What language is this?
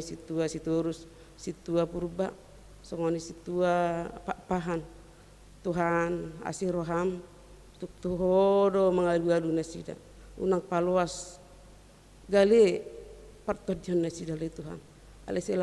Batak Toba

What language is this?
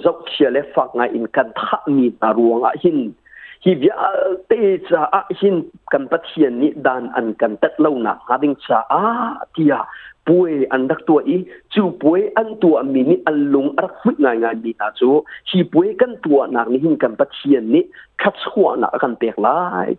Hakha Chin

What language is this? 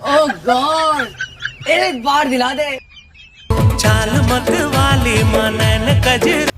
Chhattisgarhi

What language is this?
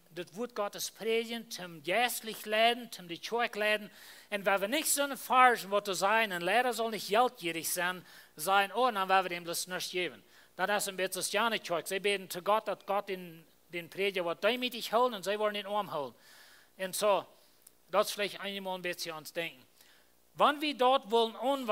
Plautdietsch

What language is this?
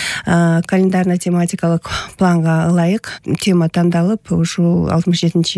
Kyrgyz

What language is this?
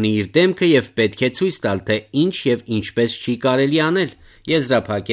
Armenian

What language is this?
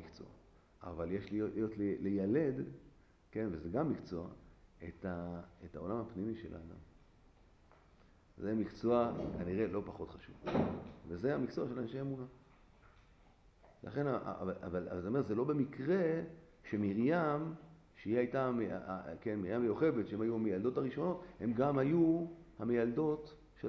Hebrew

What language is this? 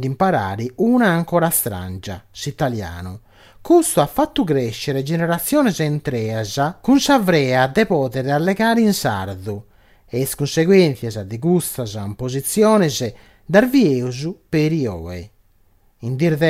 Sardinian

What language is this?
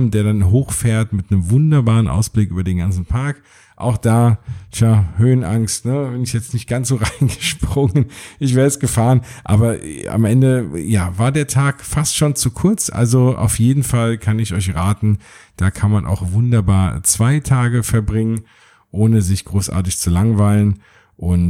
German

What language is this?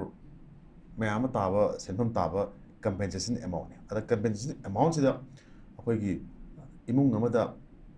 Manipuri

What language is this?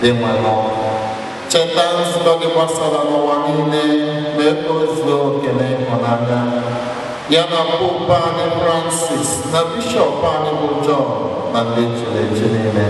Igbo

